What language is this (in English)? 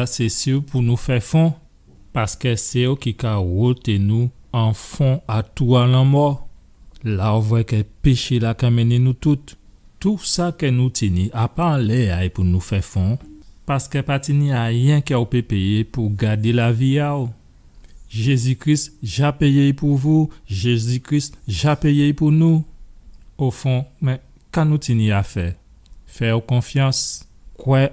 Guadeloupean Creole French